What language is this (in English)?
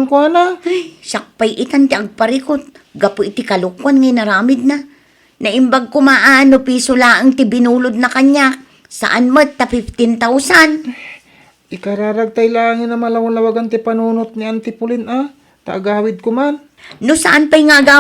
Iloko